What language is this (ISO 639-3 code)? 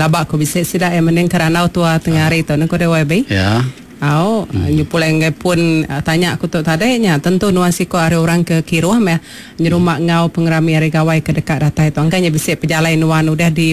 iba